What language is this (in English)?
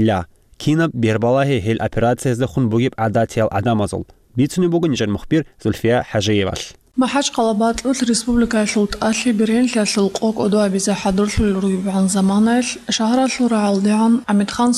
Avaric